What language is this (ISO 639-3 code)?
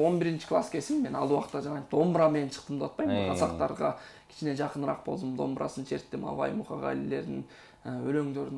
kir